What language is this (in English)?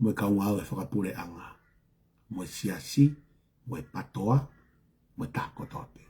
Tongan